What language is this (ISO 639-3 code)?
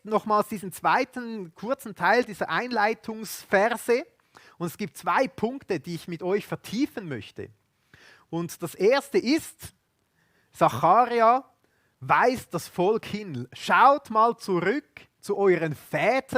gsw